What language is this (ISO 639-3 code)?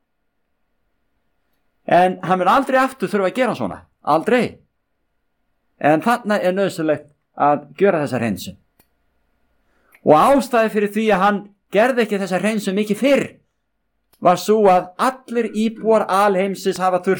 isl